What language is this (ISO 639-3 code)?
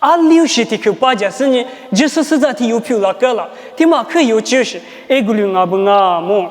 lis